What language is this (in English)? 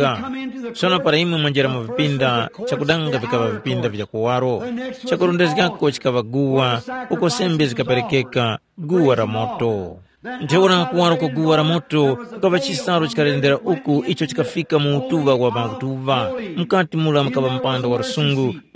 Tumbuka